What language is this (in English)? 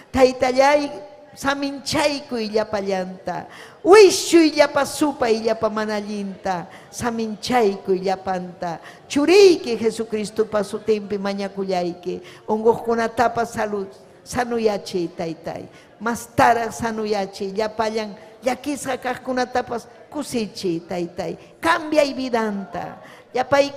Ayacucho Quechua